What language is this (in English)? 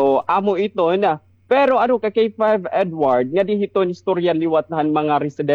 Waray